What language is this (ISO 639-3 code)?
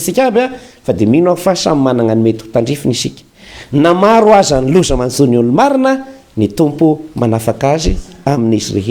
mlg